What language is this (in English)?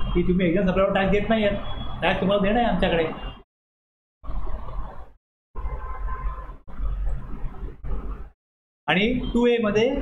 Marathi